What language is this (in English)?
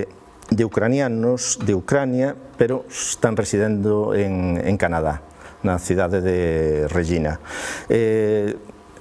Galician